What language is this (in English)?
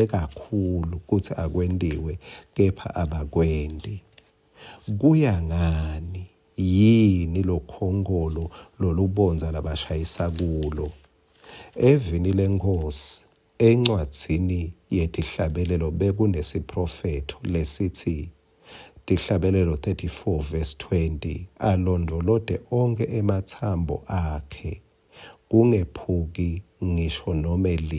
Swati